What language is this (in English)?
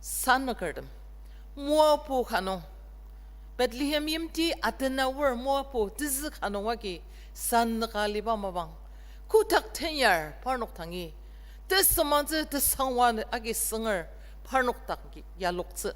Ao Naga